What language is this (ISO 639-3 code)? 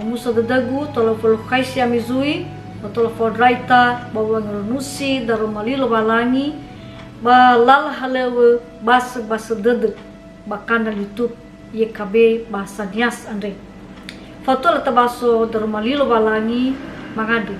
nia